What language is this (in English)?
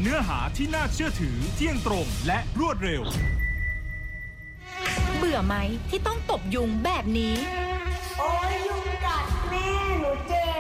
Thai